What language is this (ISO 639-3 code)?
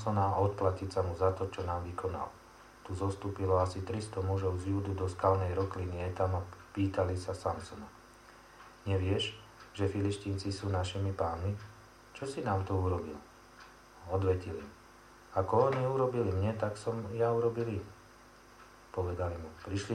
slk